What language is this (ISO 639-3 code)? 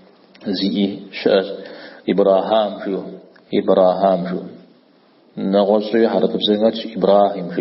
kbd